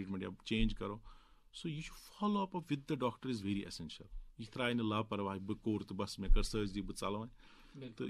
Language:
Kashmiri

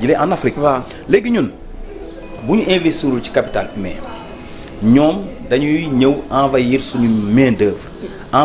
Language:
Wolof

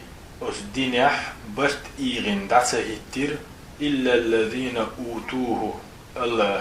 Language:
Chechen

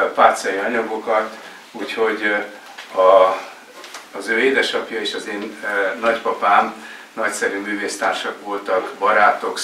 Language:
Hungarian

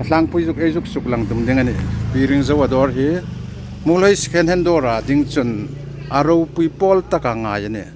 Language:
Hmar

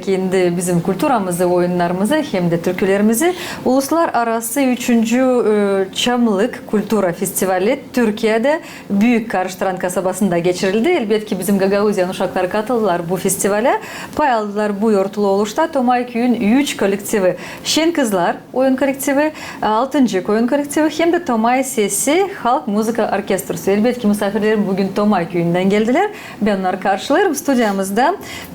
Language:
Gagauz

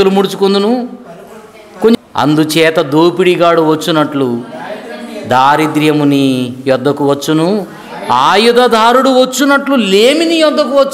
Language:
Telugu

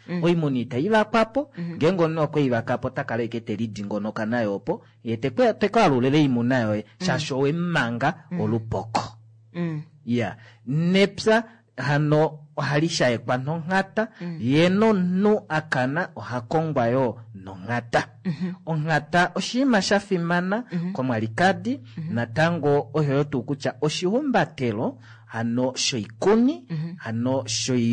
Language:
Kuanyama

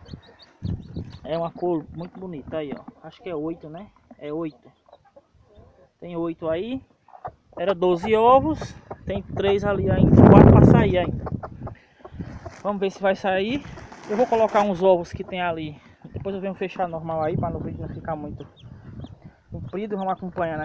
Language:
Portuguese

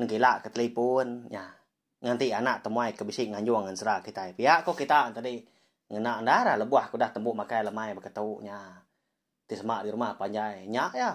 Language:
Iban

